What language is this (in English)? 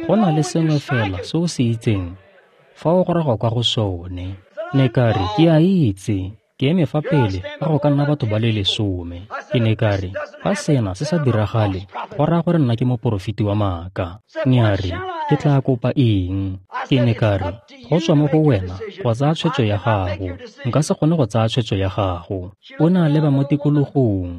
Tswana